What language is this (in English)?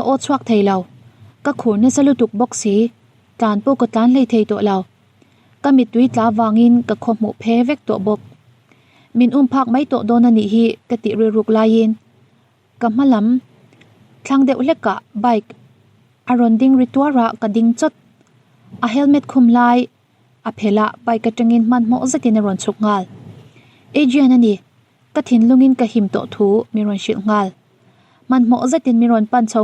Mizo